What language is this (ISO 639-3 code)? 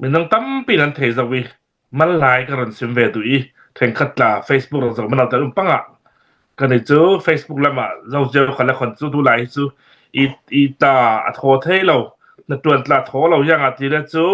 cnh